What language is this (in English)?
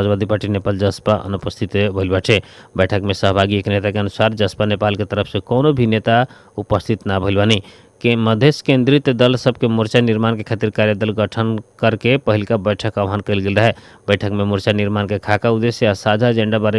Bhojpuri